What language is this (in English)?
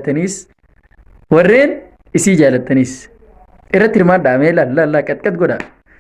Oromo